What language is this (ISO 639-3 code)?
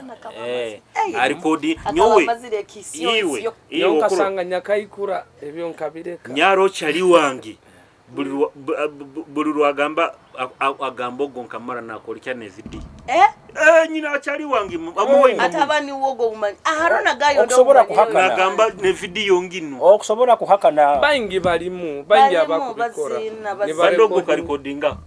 nyo